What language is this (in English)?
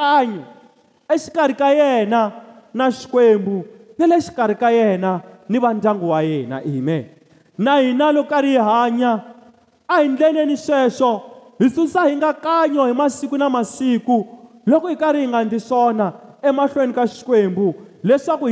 Tsonga